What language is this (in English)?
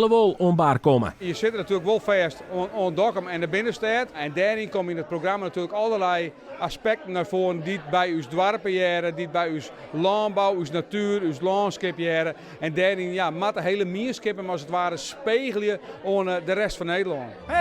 Western Frisian